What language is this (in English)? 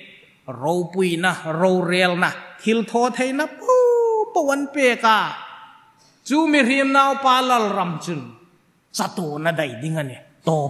Hmar